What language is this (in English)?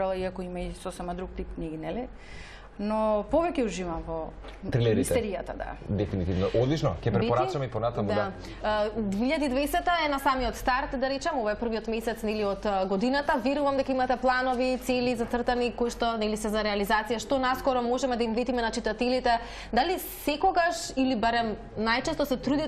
Macedonian